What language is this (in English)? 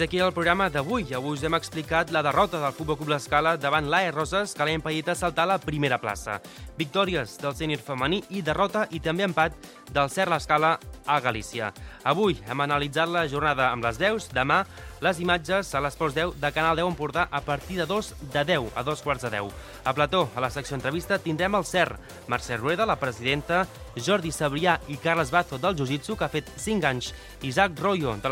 Catalan